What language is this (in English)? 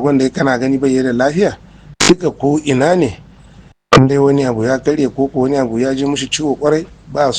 Hausa